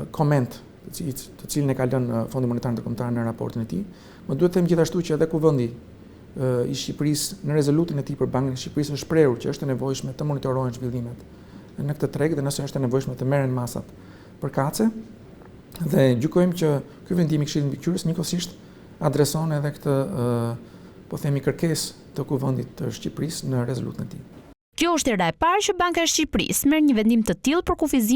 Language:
Albanian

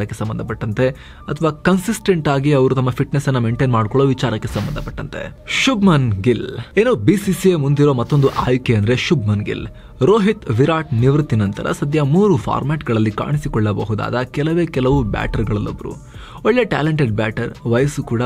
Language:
Kannada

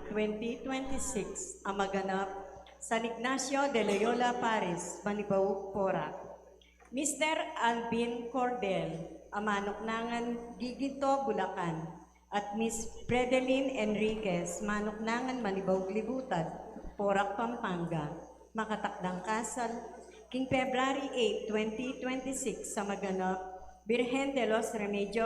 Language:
Pampanga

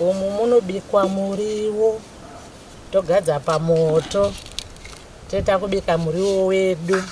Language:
Shona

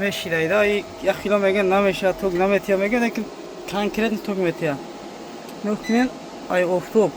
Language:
Tajik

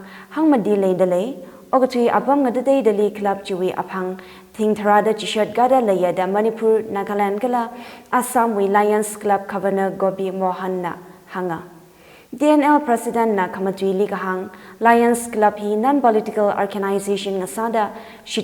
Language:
Tangkhul Naga (India)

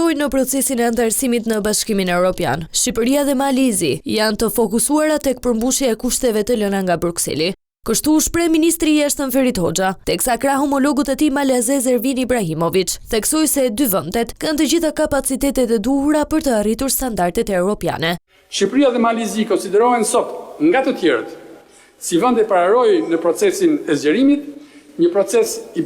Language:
Albanian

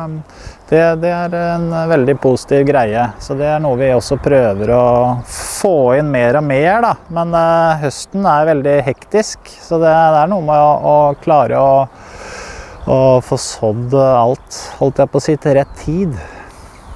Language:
Norwegian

